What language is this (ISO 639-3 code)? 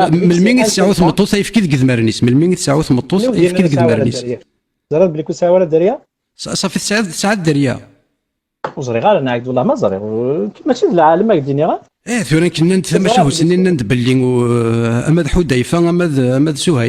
kab